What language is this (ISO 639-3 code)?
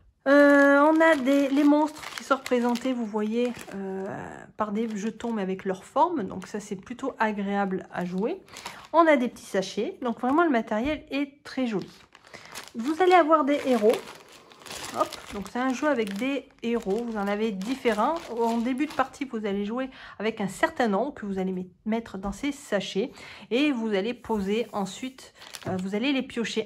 fra